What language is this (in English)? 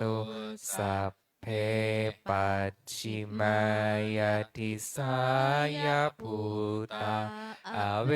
Pali